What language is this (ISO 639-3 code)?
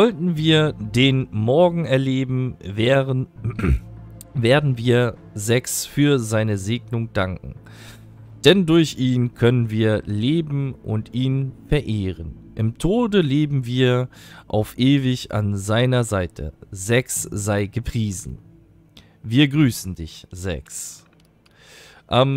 deu